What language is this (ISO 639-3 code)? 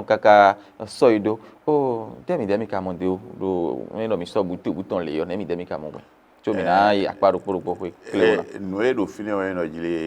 fon